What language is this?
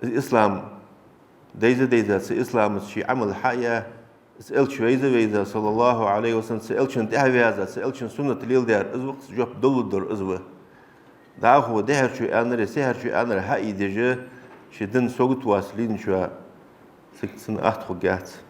Ingush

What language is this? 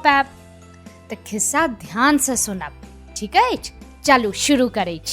Maithili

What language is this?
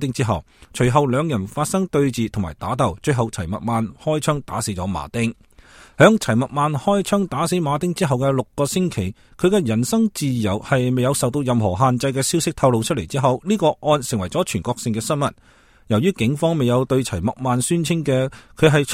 Cantonese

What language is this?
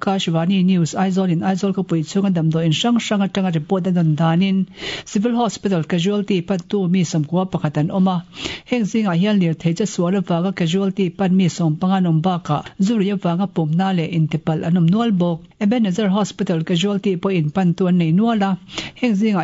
Mizo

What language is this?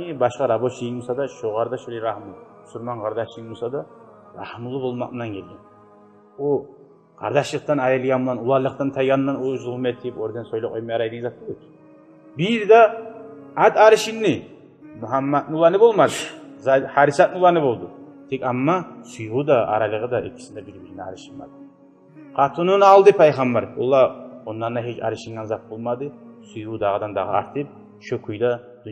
Kumyk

